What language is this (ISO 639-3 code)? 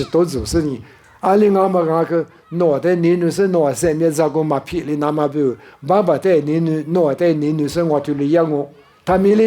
lis